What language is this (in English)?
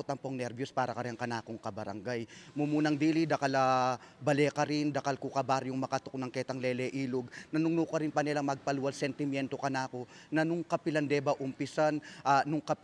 Pampanga